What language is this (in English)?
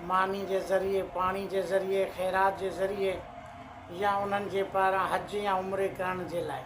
Sindhi